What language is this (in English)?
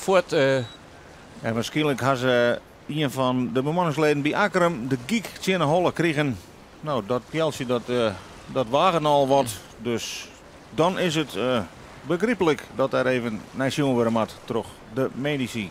Western Frisian